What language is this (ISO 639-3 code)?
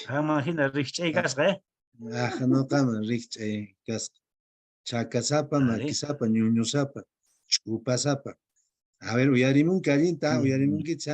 que